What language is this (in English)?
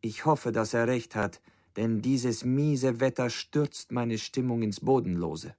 Bavarian